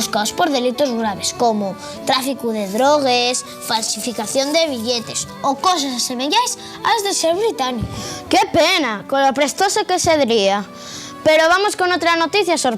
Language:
Asturian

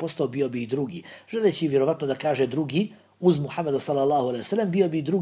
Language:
Bosnian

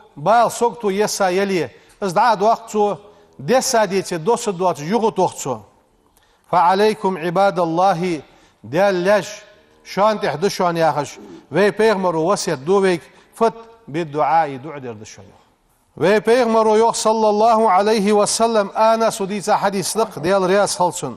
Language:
Ingush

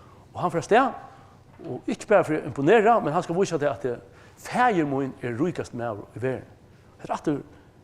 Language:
Faroese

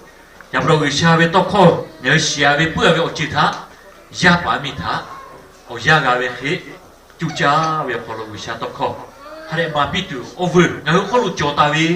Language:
Lahu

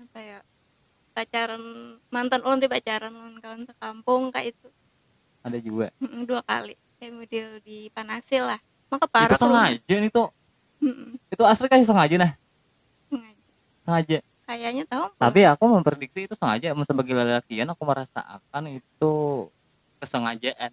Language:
Banjar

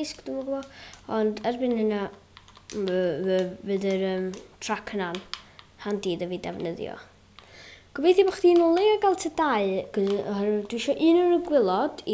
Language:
Welsh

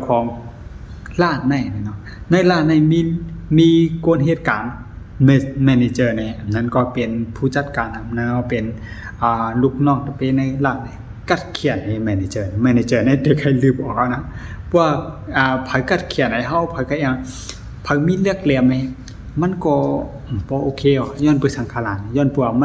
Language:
Shan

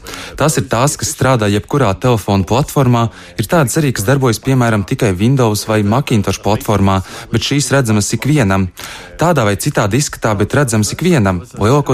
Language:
Latvian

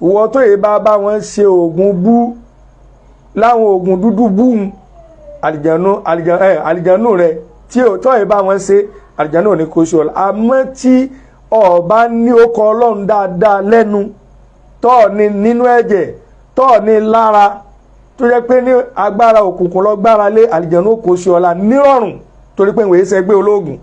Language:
Yoruba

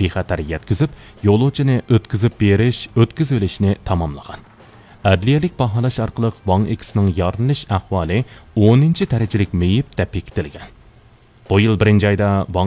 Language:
Uyghur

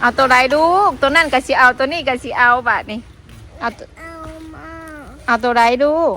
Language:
Northeastern Thai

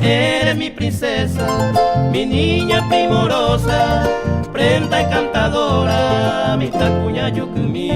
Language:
Guarani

